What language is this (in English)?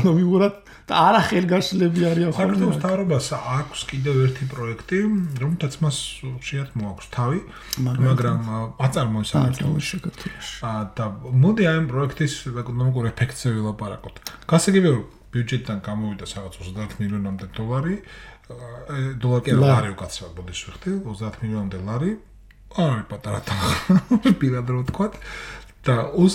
Georgian